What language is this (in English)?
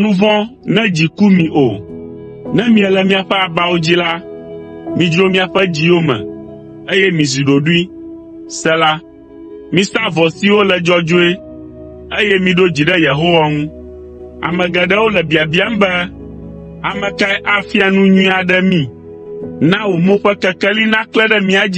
Ewe